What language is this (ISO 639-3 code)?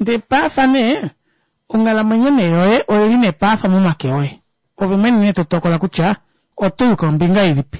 kua